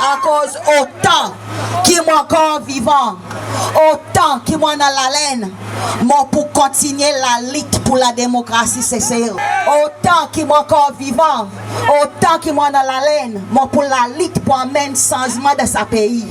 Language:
Seselwa Creole French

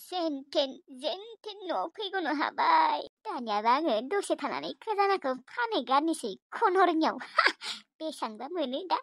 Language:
Bodo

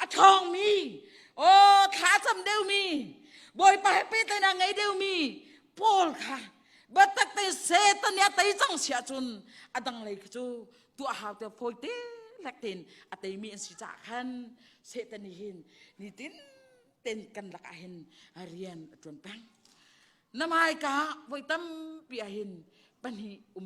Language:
Hakha Chin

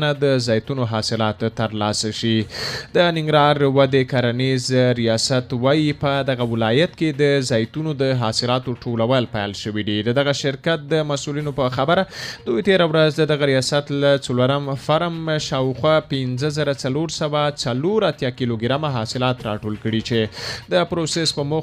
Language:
Pashto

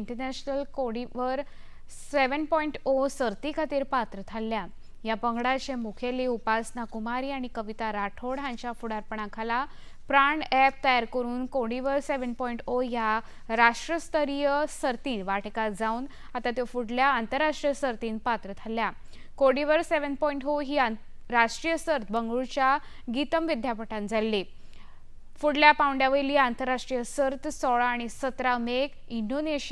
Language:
Konkani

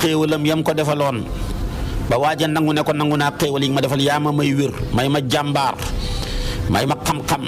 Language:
Wolof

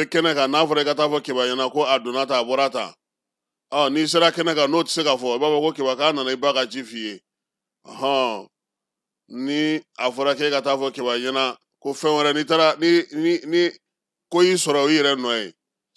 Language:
Bambara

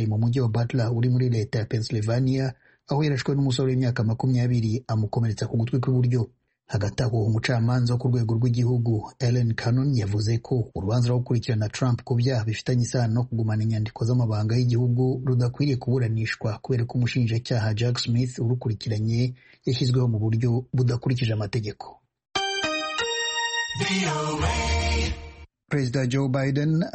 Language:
Kinyarwanda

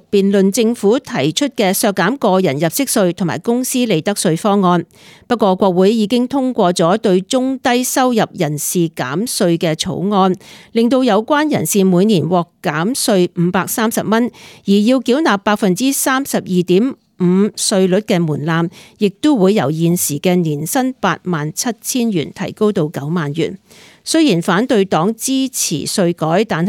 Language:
Cantonese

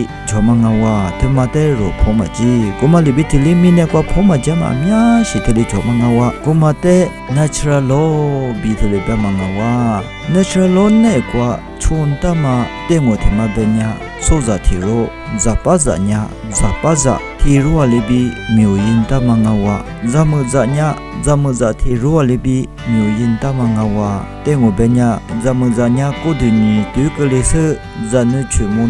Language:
Lisu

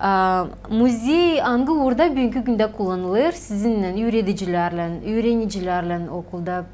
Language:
Gagauz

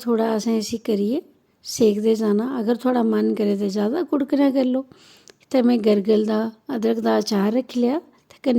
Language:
Dogri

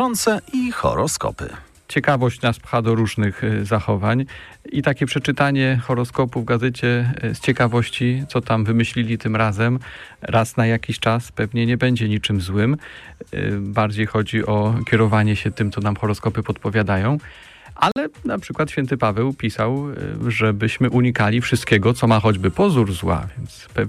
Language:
Polish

